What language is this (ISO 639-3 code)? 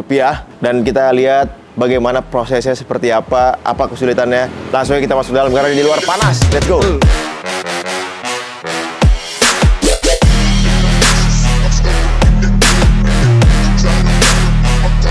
ind